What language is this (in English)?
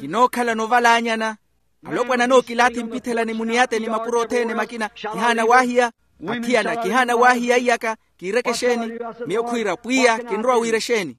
Makhuwa